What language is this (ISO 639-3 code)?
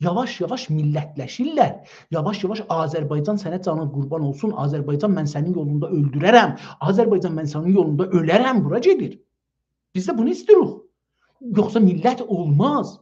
azb